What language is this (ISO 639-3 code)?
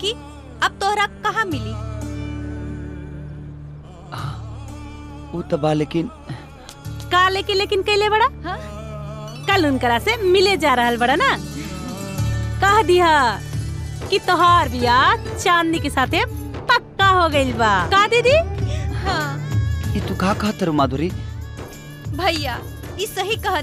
bho